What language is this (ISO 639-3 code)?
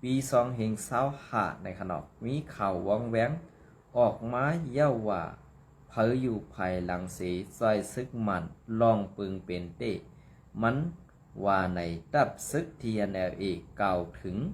shn